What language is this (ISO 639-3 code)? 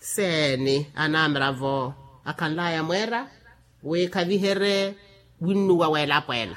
vmw